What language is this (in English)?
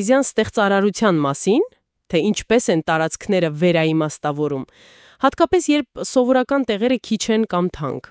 Armenian